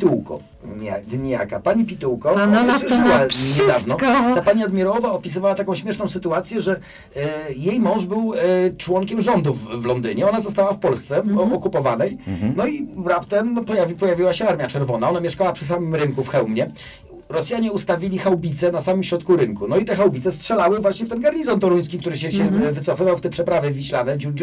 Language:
Polish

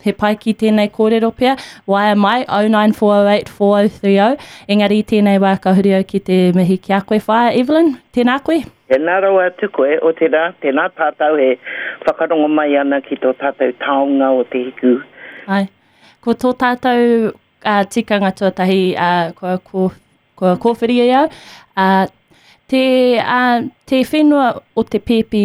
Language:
Māori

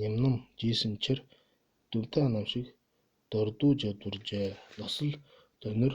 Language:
Mongolian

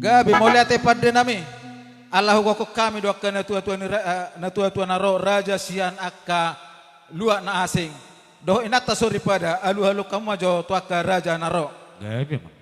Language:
Batak Toba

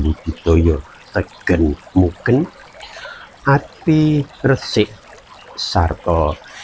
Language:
Javanese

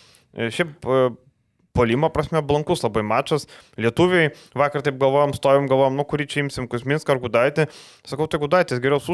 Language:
Lithuanian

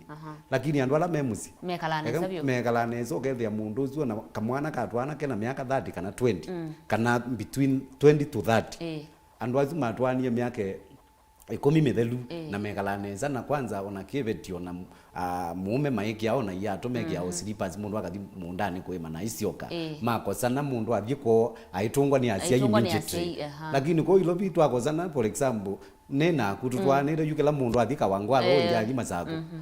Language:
Kamba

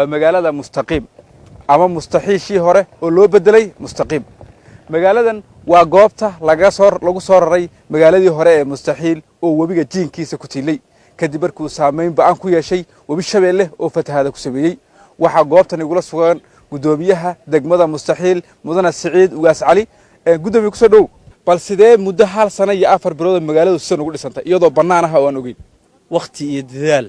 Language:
Somali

